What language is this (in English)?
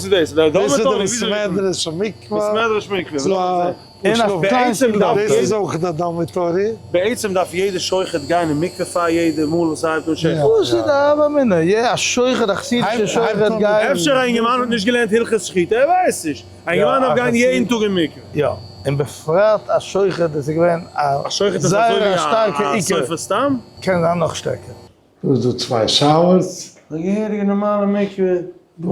Yiddish